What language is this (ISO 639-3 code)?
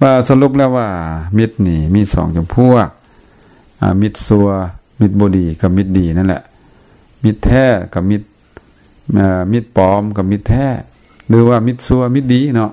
lao